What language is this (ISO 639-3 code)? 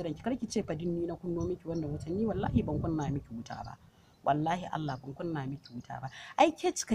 hau